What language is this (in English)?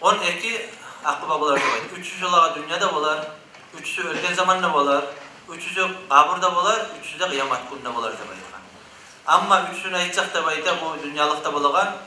Kumyk